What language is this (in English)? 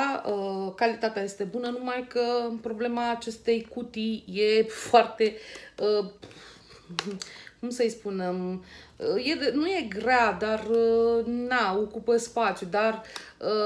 Romanian